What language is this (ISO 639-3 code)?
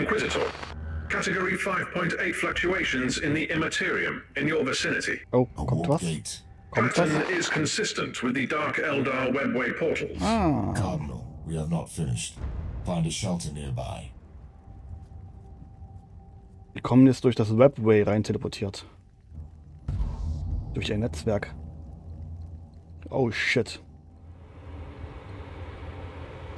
deu